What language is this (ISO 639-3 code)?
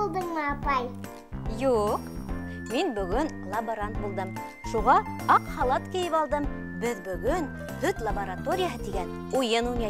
bak